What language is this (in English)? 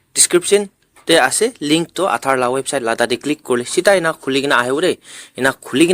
Naga Pidgin